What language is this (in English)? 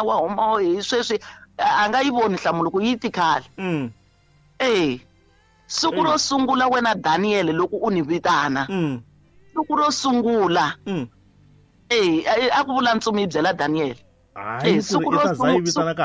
Tsonga